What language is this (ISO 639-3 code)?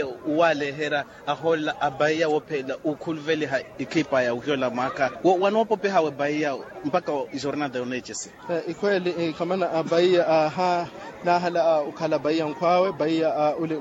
vmw